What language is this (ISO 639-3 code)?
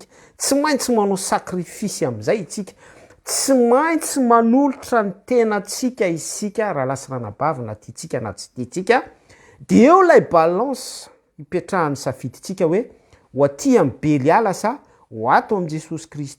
mlg